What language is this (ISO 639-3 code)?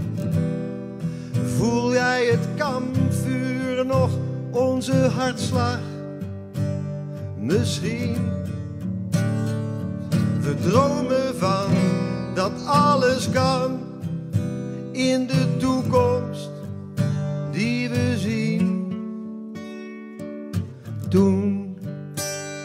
nld